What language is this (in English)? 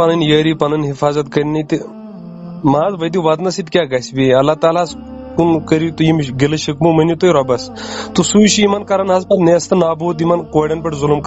Kashmiri